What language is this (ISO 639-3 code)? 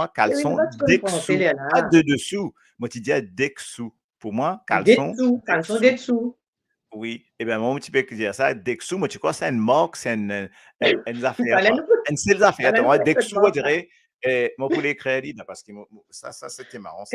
mfe